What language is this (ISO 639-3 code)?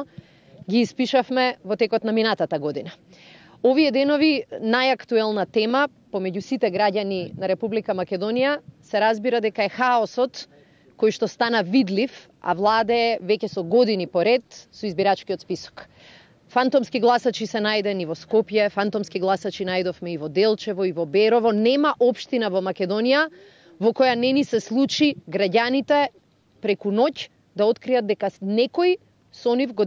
mkd